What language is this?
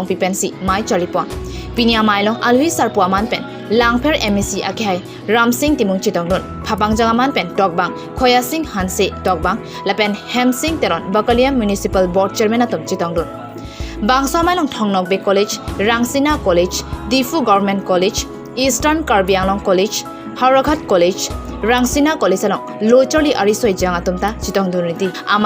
Karbi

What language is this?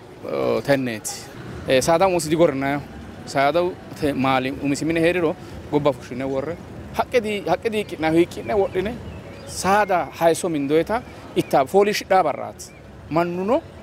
Sidamo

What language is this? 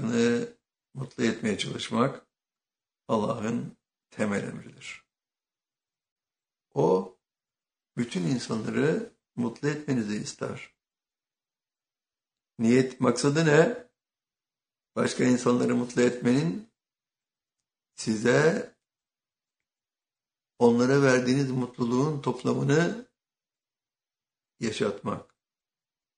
Turkish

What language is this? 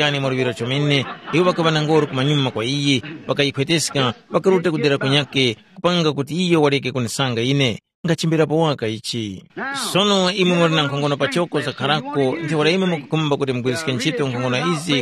Tumbuka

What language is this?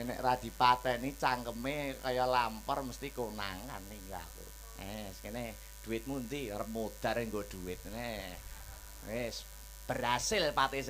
Javanese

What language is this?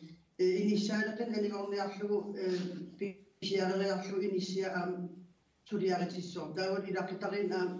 Kalaallisut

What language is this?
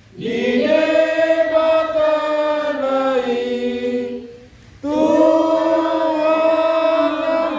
Batak Toba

